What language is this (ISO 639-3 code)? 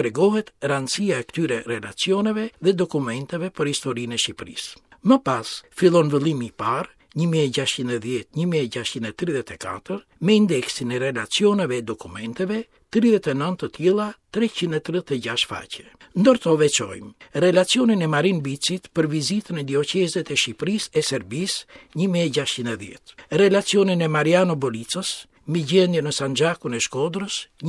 sqi